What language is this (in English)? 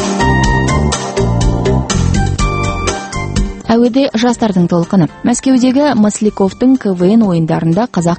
Kazakh